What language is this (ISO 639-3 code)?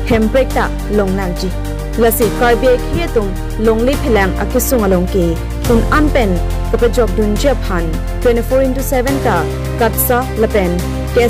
mjw